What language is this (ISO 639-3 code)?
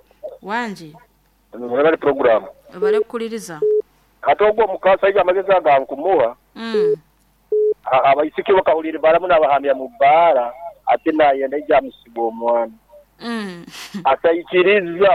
nyo